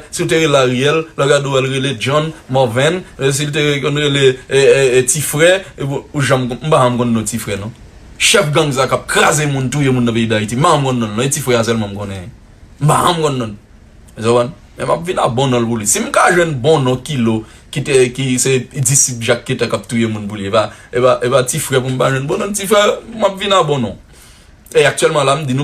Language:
Haitian Creole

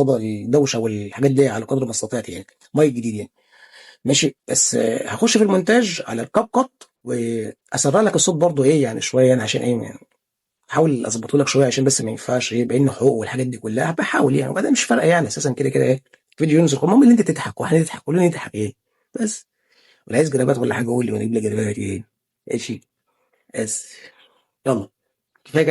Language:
Egyptian Arabic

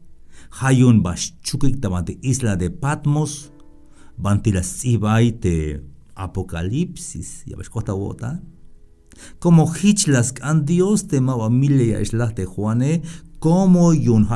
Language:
Tzeltal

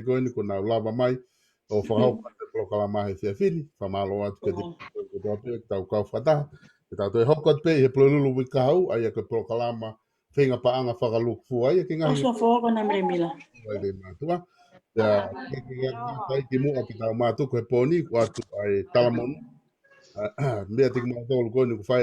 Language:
Tongan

